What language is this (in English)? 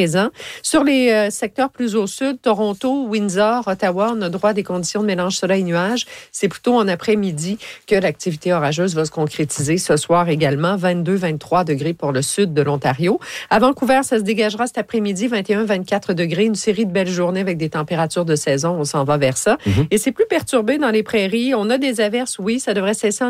French